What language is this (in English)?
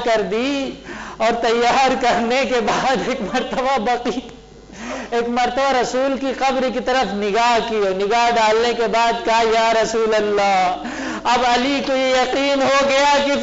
Urdu